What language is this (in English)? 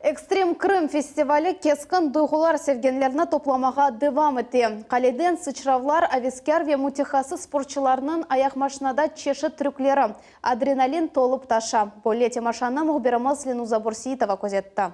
Crimean Tatar